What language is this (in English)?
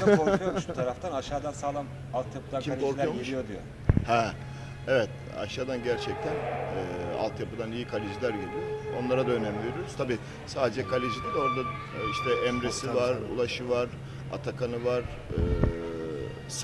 Turkish